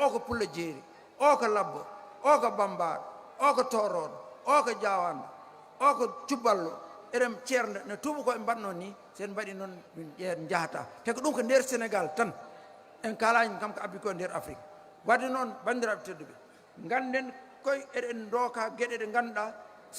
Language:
Fula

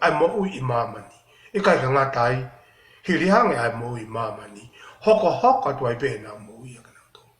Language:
Tongan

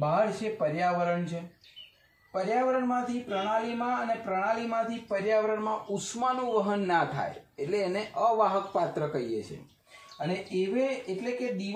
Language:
Gujarati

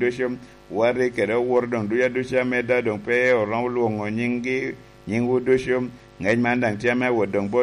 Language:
Lango (Uganda)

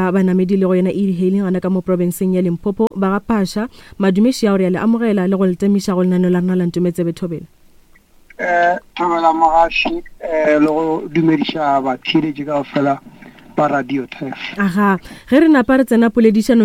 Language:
Northern Sotho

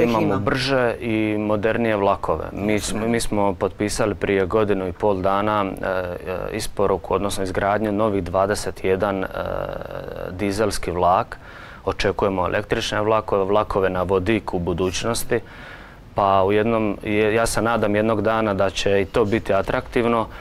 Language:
Croatian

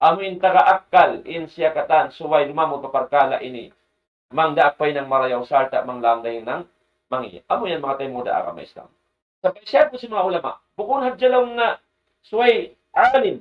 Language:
Tausug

